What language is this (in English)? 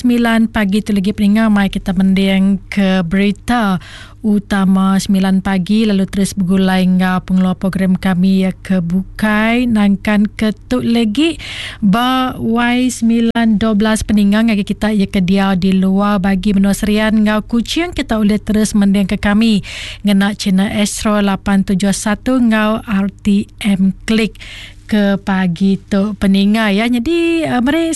Iban